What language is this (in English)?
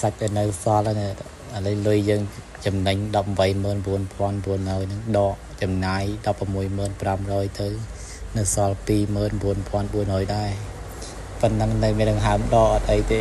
Khmer